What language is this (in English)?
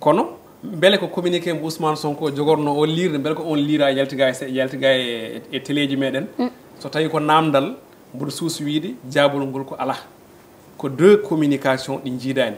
Fula